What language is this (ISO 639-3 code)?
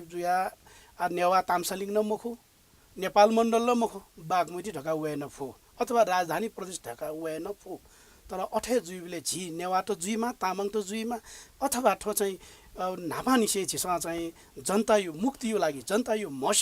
new